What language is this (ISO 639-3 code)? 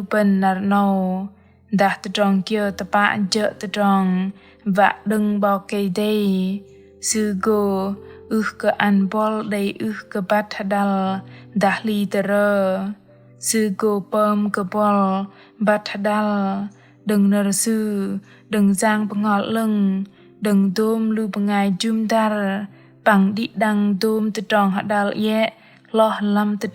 bdq